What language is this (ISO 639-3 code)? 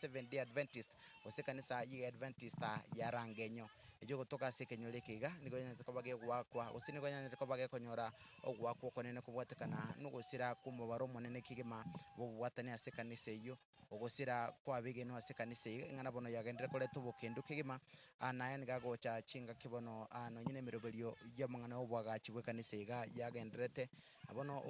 guz